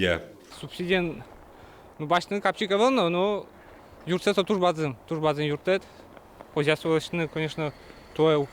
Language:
Udmurt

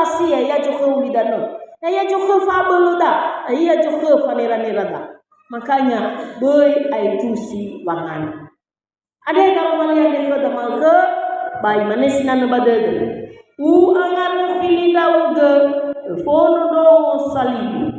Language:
Nias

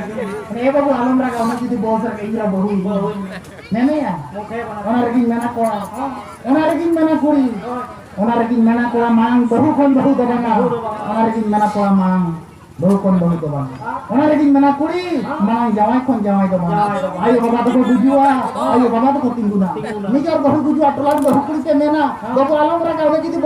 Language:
Santali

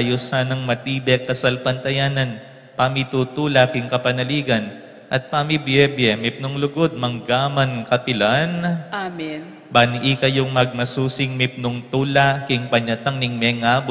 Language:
Pampanga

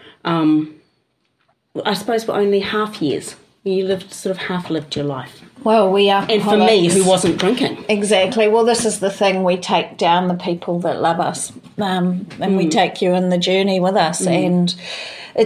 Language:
English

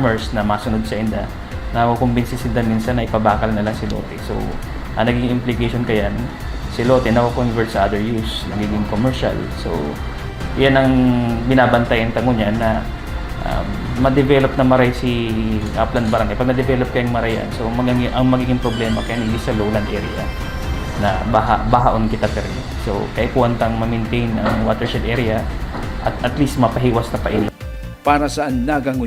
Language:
Bikol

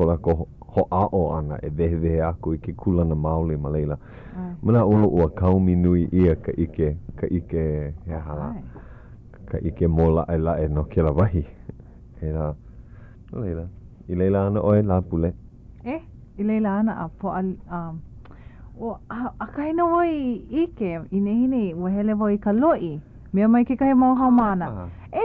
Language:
Hawaiian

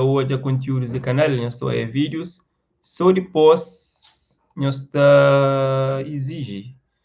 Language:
Kabuverdianu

